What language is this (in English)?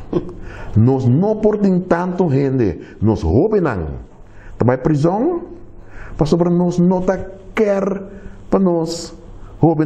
Papiamento